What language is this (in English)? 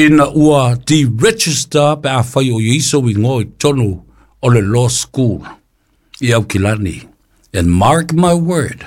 Samoan